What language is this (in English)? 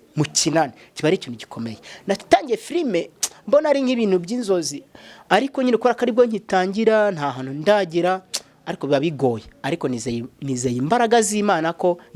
Kinyarwanda